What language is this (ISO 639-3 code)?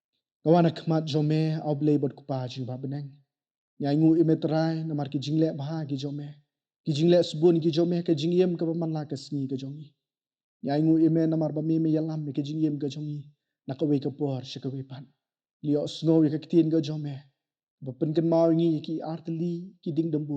kha